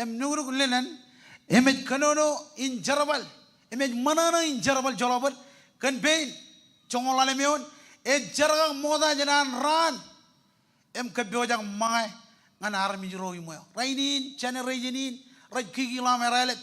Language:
Marshallese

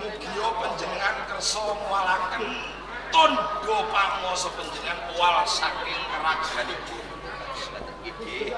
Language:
Javanese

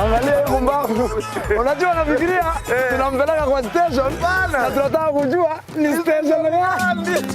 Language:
Meru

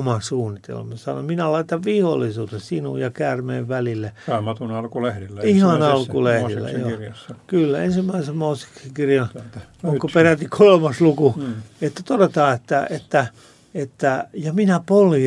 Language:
Finnish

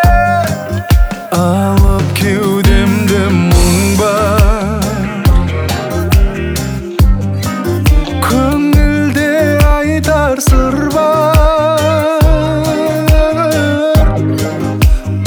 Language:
Kazakh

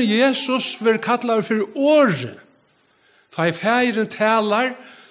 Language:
Faroese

